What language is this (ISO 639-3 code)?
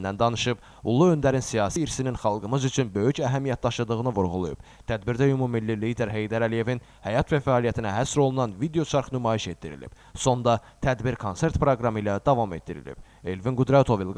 aze